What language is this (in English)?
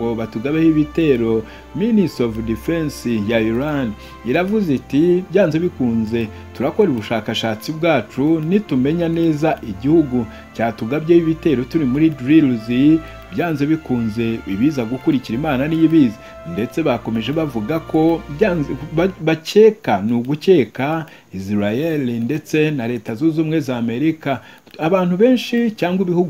Kinyarwanda